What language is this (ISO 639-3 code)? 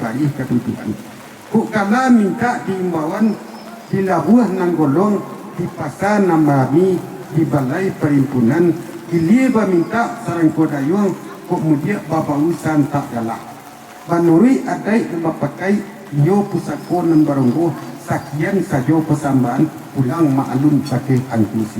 min